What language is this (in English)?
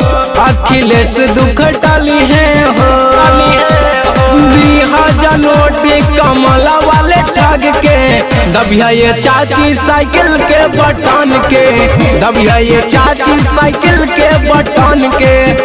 Bhojpuri